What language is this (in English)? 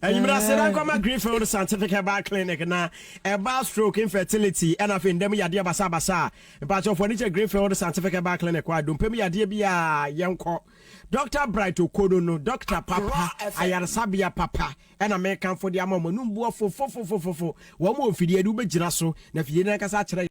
Akan